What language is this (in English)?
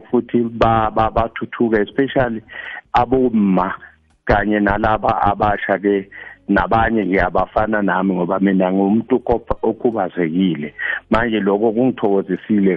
South Ndebele